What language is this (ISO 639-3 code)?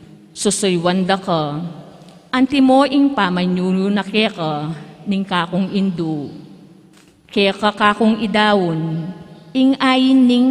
pam